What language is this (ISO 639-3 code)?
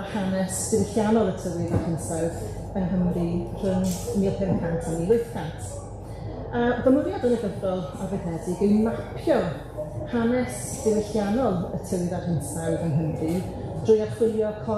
cym